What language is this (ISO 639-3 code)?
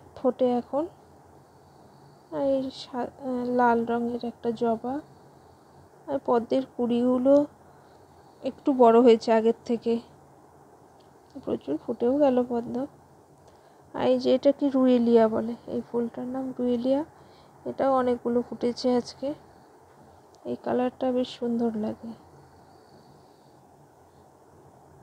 ben